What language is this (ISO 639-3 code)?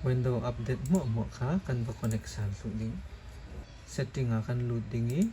cfm